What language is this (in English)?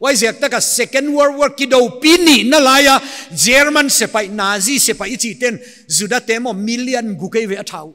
Paite Chin